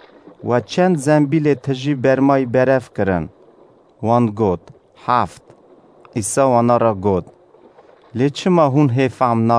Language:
Kurdish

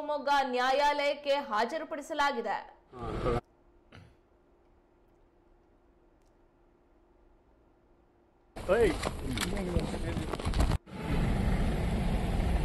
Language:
Kannada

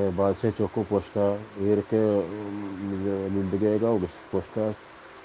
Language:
Baluchi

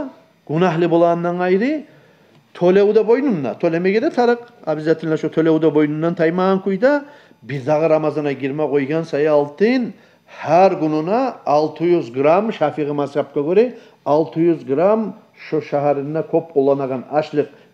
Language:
Kumyk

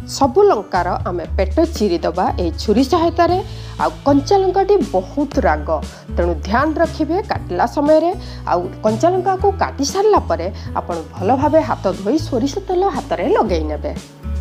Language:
Odia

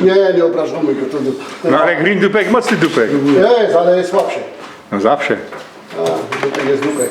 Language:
Silesian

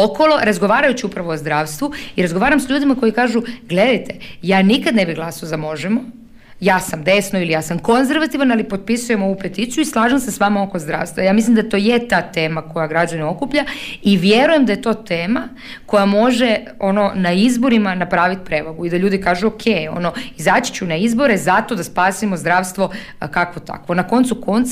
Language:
Croatian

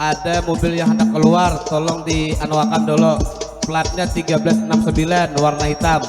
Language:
Banjar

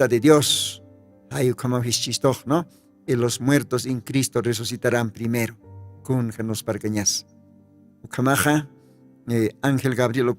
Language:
Aymara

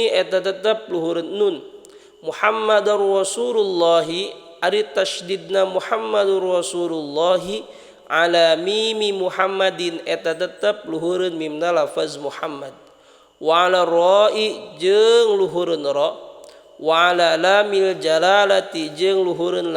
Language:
Sundanese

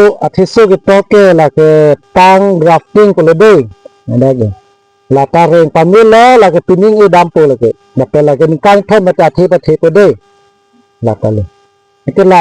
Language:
Karbi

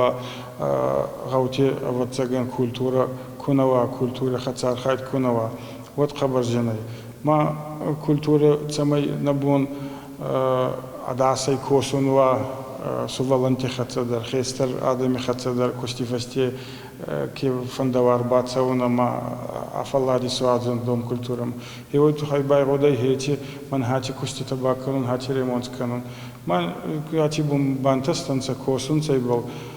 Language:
Ossetic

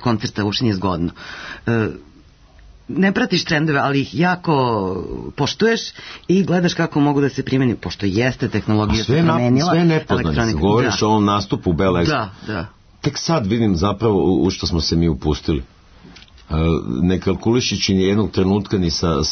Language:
Serbian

